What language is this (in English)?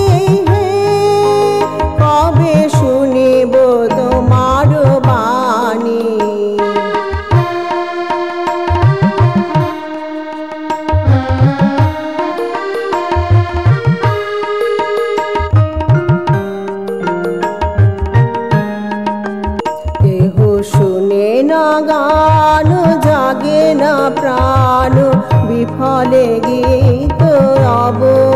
Bangla